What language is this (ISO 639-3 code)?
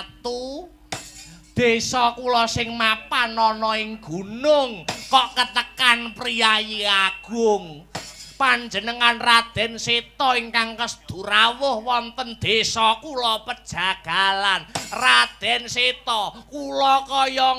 jav